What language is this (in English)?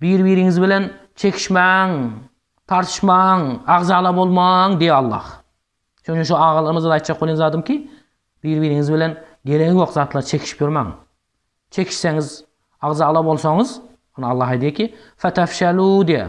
Turkmen